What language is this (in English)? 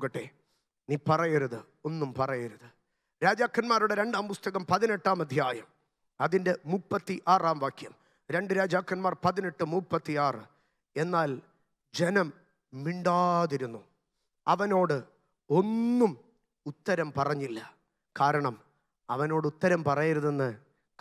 Malayalam